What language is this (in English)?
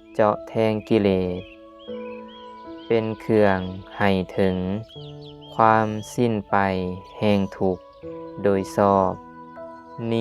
Lao